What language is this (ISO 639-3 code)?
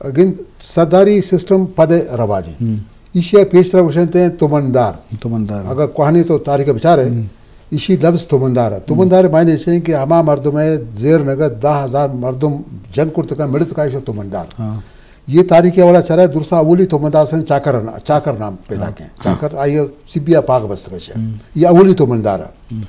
bgp